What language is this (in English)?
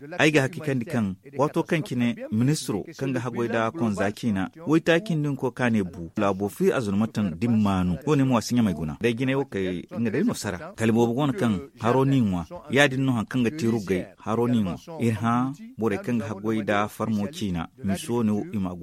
Zarma